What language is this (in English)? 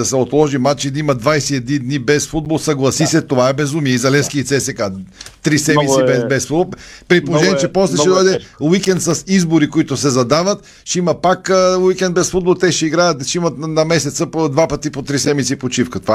Bulgarian